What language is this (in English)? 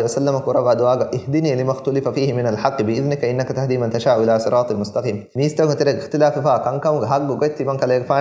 Divehi